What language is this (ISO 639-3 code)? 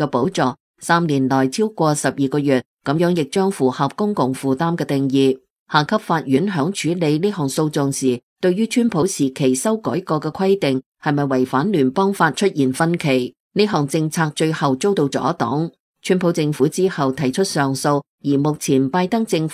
yue